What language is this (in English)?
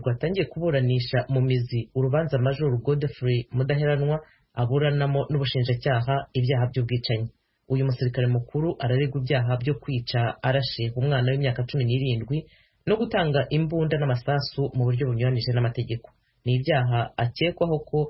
Kinyarwanda